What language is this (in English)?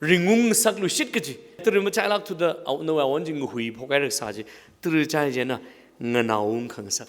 Tangkhul Naga (India)